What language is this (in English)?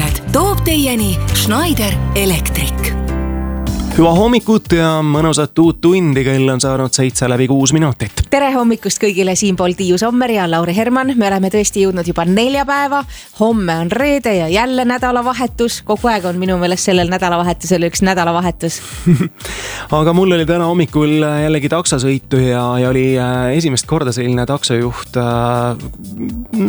Estonian